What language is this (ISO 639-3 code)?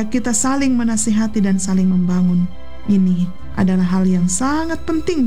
ind